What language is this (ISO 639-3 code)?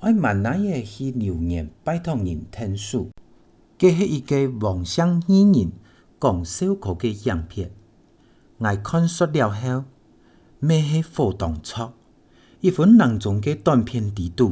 hak